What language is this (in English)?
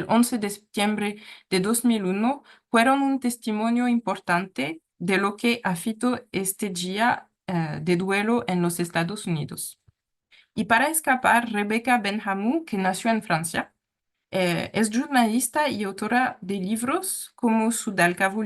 Ladino